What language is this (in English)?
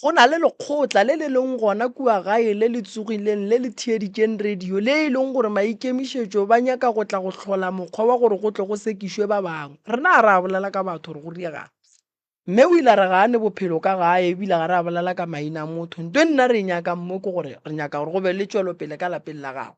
Northern Sotho